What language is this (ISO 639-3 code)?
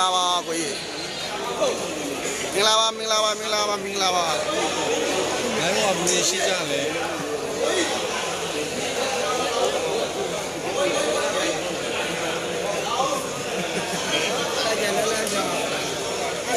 mya